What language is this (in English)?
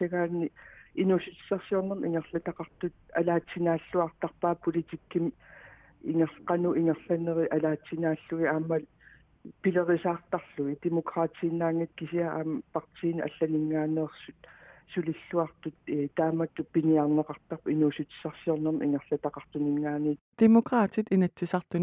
Kalaallisut